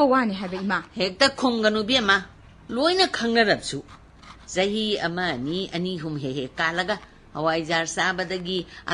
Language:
Manipuri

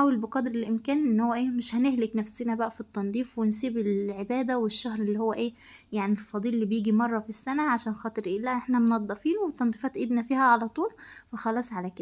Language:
Egyptian Arabic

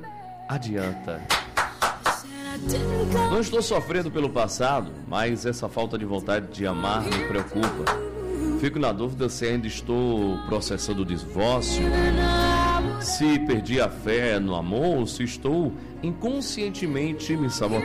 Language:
Portuguese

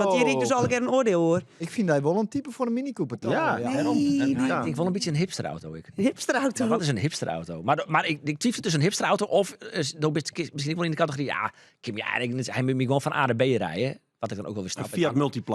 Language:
Western Frisian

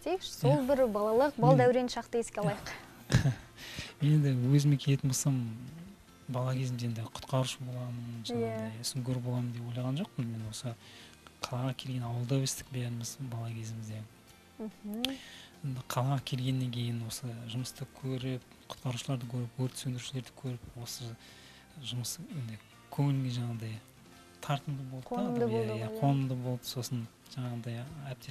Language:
Kazakh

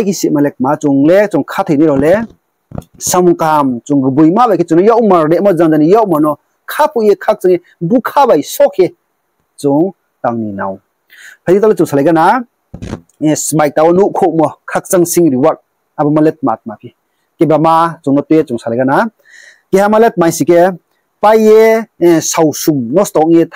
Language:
Riang (India)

